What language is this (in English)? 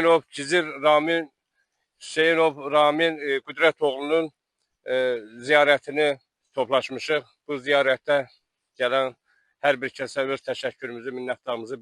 Azerbaijani